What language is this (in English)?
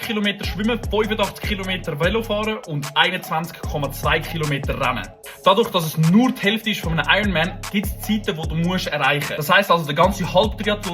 Swiss German